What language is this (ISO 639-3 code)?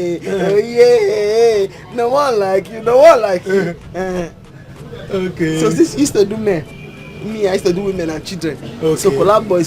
pcm